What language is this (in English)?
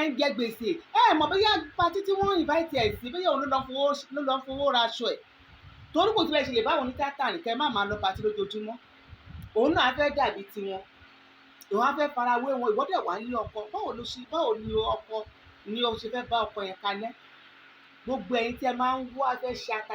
Yoruba